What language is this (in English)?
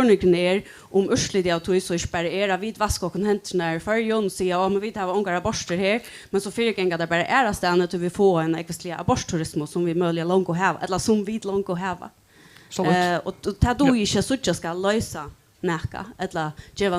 Faroese